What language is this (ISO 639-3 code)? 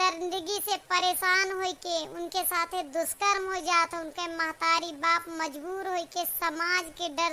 awa